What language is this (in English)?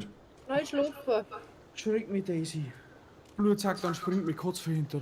Bavarian